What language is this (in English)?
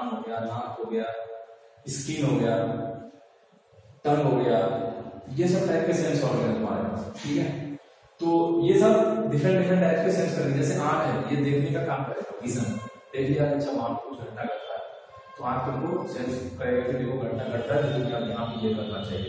Hindi